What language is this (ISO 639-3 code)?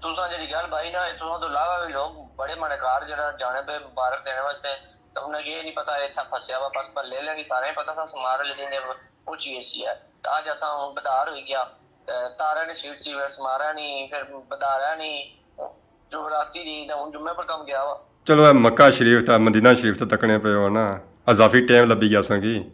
phr